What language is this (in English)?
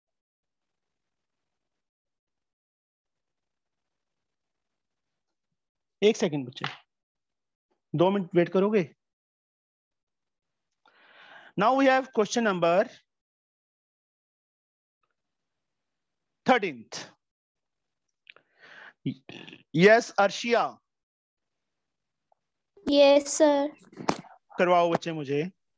Hindi